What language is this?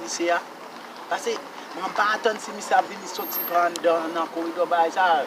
Haitian Creole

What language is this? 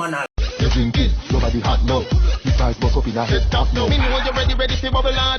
Jamaican Creole English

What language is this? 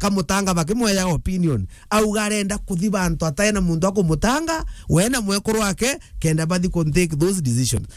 Meru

